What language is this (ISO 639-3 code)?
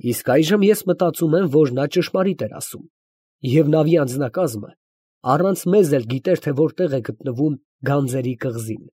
hye